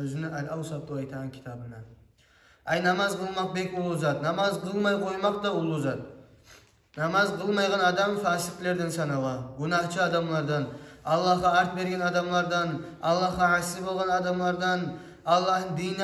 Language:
Kumyk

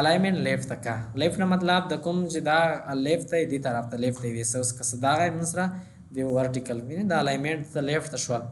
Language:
Pashto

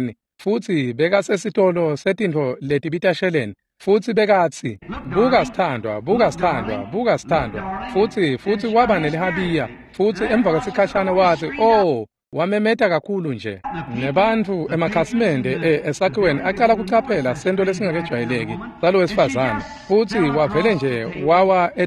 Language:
Swati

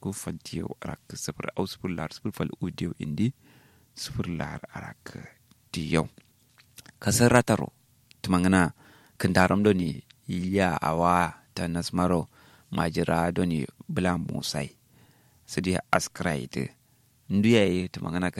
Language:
Kanuri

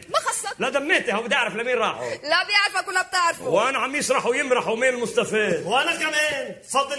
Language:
North Levantine Arabic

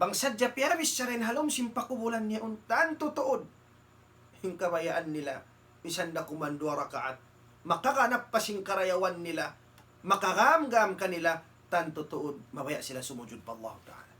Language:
Tausug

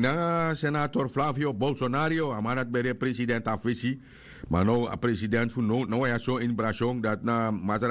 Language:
Sranan Tongo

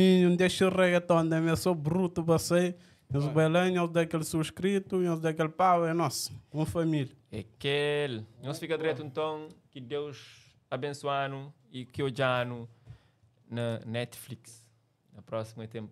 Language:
Kabuverdianu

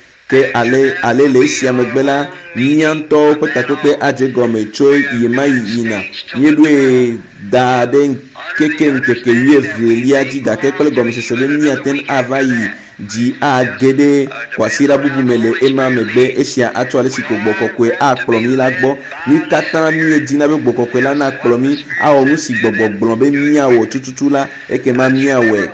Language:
Ewe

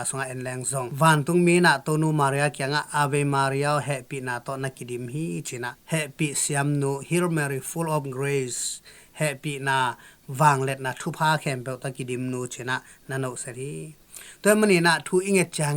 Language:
Tedim Chin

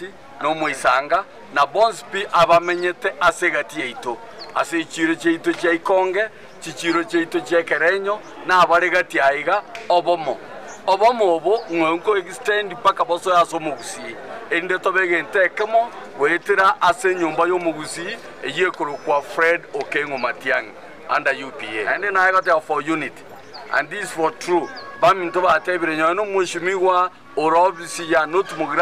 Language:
Gusii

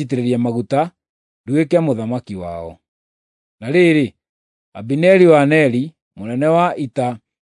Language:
Kikuyu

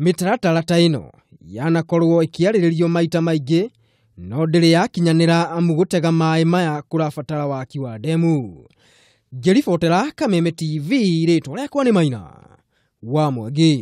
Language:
Kikuyu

